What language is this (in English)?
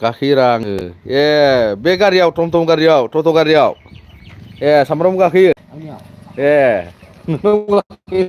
Bodo